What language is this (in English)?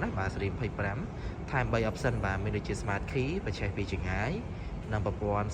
Khmer